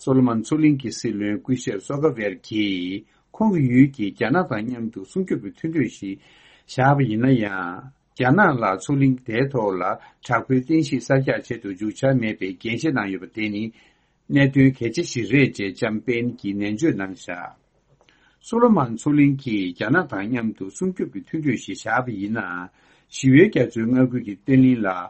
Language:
Tibetan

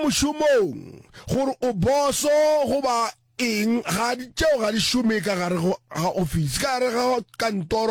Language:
Northern Sotho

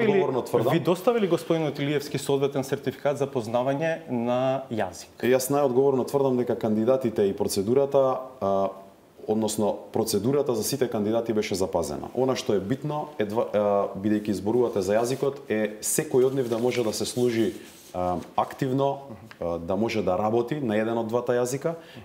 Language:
Macedonian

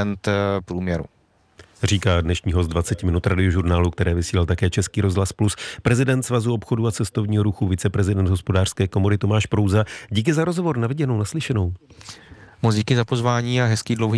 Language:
Czech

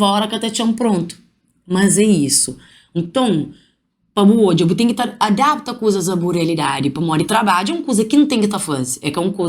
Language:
Kabuverdianu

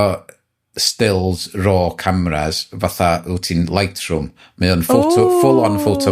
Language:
Welsh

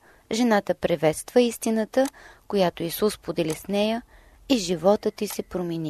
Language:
Bulgarian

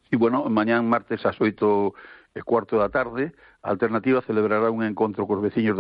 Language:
Galician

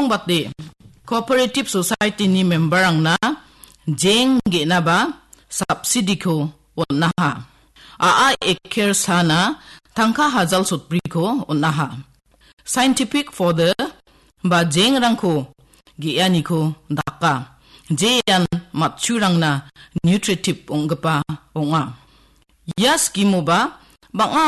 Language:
Garo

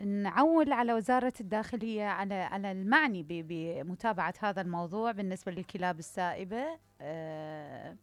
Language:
Mesopotamian Arabic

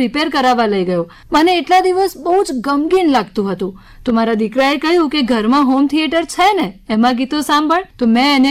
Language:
Gujarati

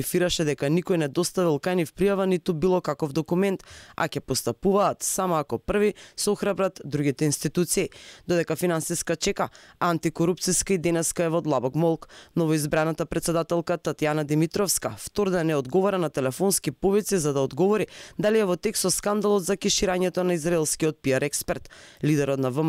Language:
Macedonian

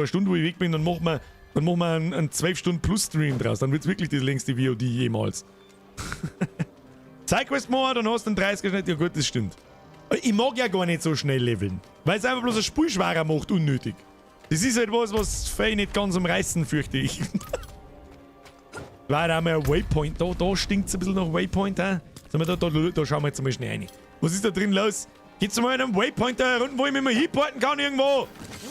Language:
Bavarian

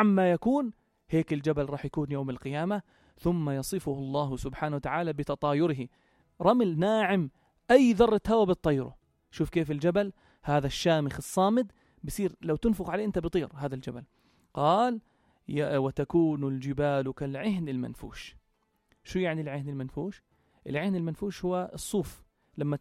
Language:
North Levantine Arabic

